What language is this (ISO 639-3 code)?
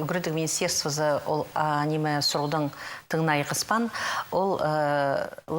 kjh